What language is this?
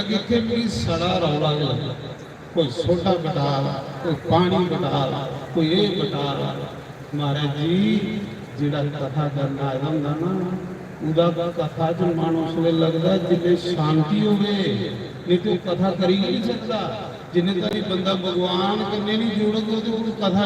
Dogri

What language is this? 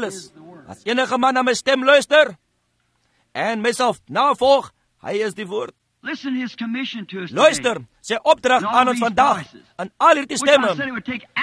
Afrikaans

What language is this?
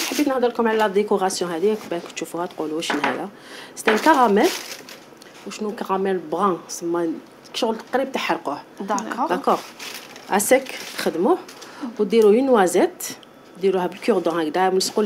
Algerian Arabic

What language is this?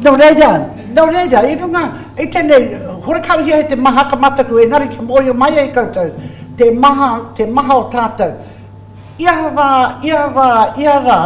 Māori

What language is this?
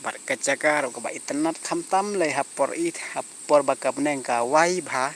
Khasi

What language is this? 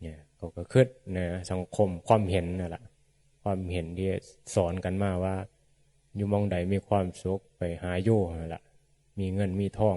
Northeastern Thai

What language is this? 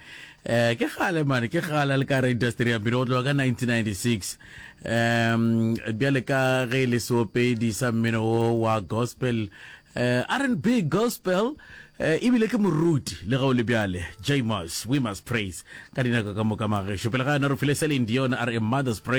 Northern Sotho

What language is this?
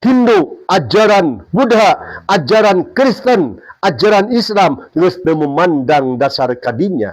Sundanese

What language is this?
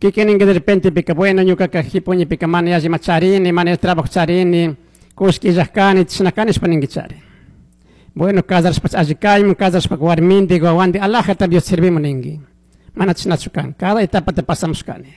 Chimborazo Highland Quichua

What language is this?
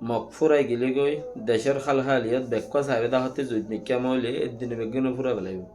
Rohingya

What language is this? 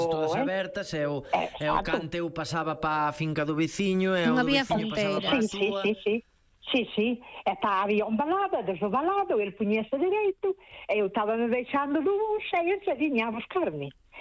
Galician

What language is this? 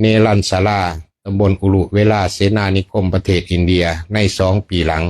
Lao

